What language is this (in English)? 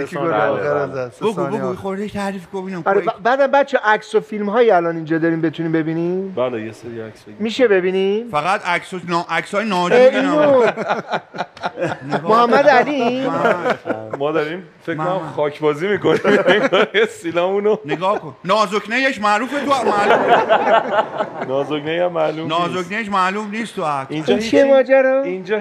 Persian